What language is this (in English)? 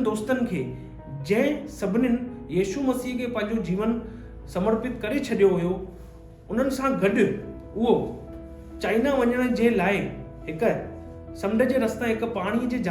Sindhi